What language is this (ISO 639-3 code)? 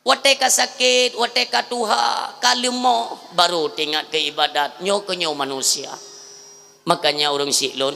ace